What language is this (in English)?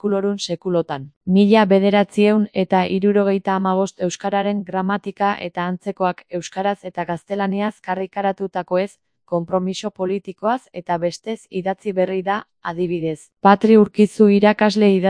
Basque